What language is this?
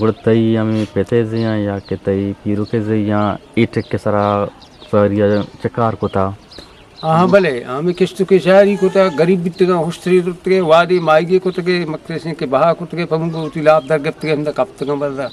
Eastern Balochi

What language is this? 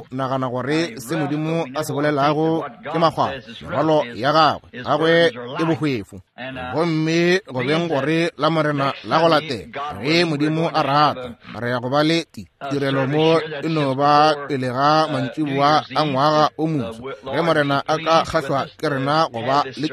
Northern Sotho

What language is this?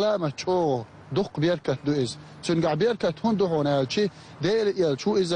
Chechen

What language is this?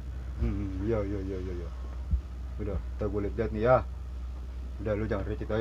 Betawi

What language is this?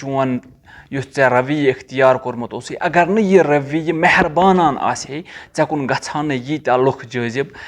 Kashmiri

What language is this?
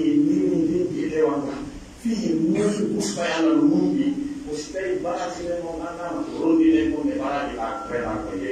Pular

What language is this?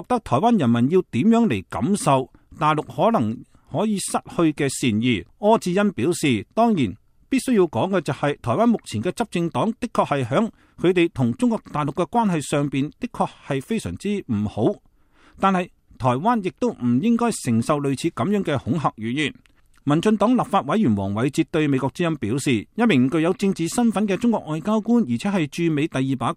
Cantonese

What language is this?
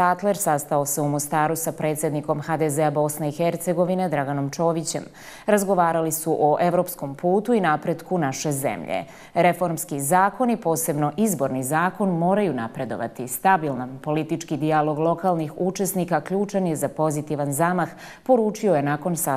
Bosnian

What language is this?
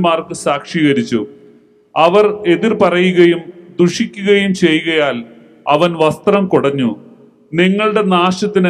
Malayalam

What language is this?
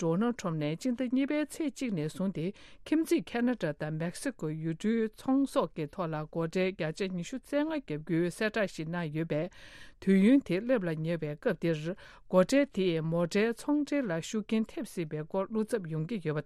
Tibetan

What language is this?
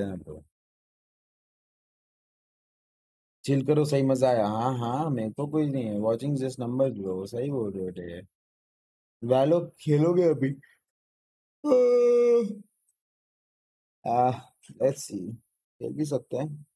Hindi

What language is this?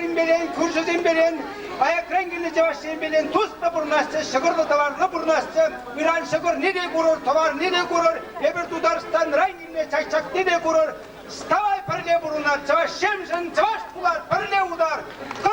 Chuvash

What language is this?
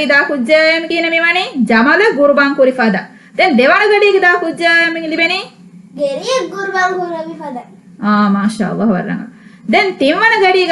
Divehi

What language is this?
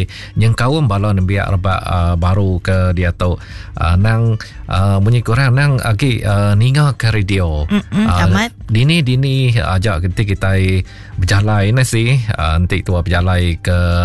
Iban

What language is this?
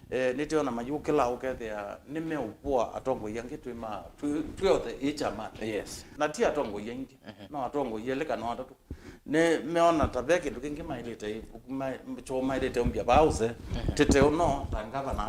Kamba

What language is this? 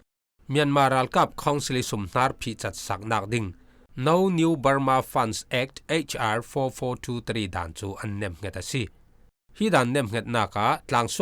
Falam Chin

